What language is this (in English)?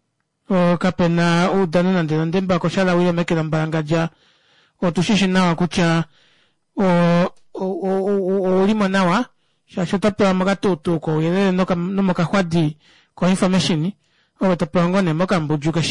Kuanyama